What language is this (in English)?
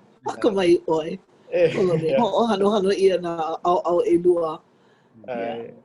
Hawaiian